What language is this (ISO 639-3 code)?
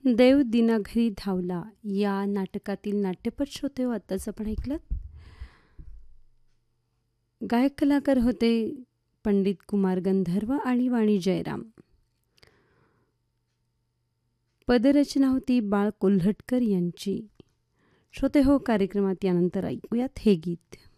mar